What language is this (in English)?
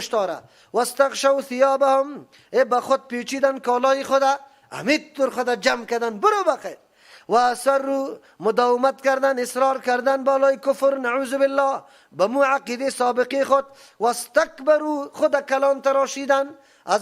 Persian